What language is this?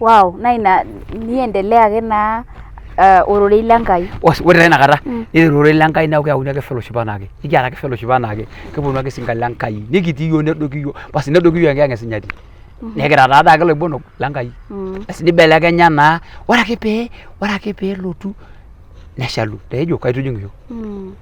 Masai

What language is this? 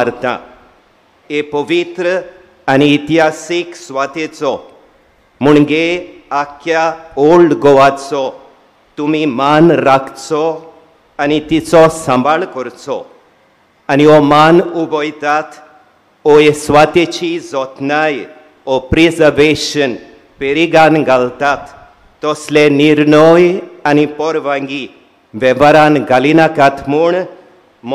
Konkani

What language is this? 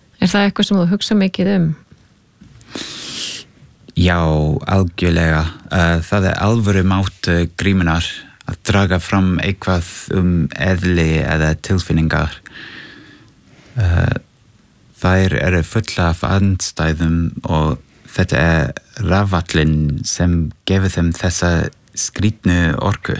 Icelandic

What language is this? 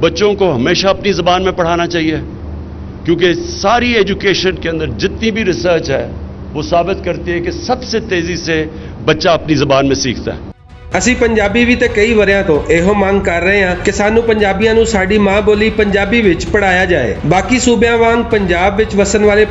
Western Panjabi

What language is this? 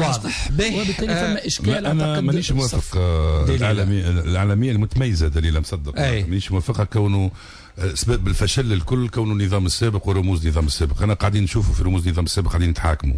Tunisian Arabic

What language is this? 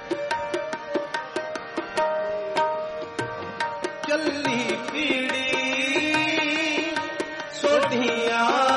Punjabi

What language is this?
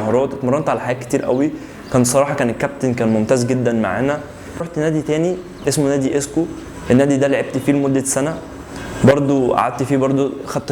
Egyptian Arabic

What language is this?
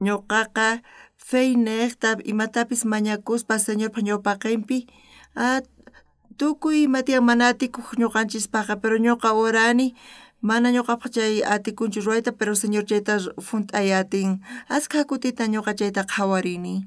South Bolivian Quechua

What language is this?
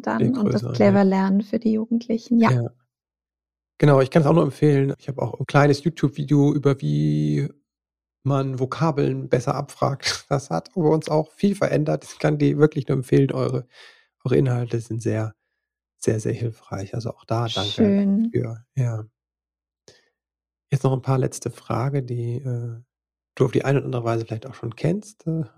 German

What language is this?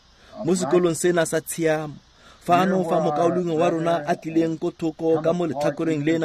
Tswana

